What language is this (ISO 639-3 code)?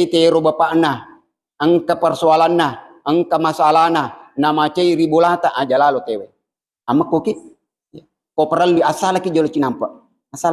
bug